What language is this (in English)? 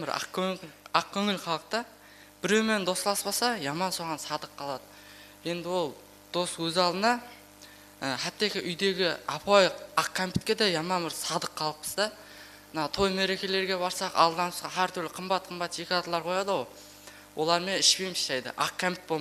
Kara-Kalpak